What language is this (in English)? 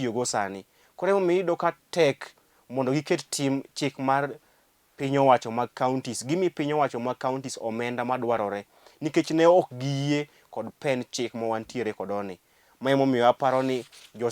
Luo (Kenya and Tanzania)